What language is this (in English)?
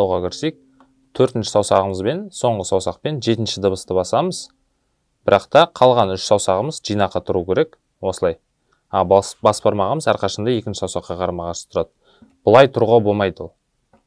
Kazakh